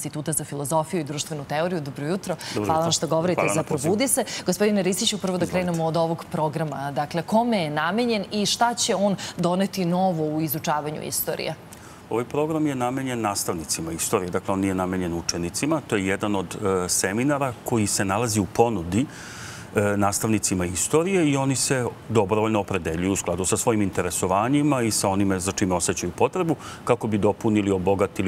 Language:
Serbian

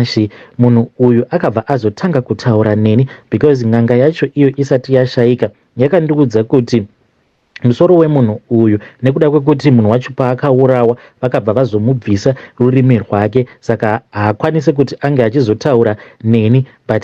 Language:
Shona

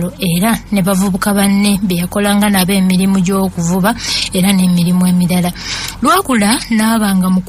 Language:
Ganda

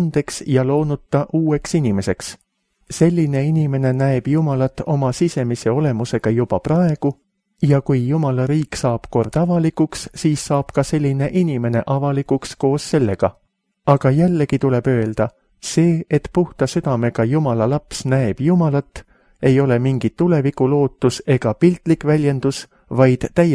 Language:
Estonian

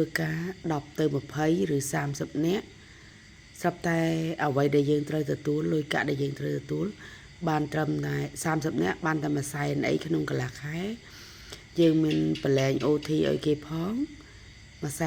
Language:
Khmer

